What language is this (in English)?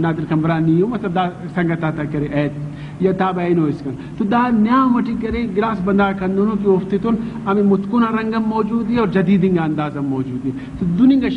Brahui